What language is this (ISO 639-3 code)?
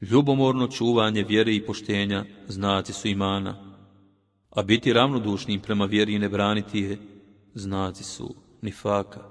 bos